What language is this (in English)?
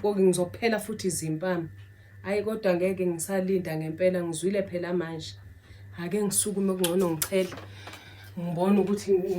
Zulu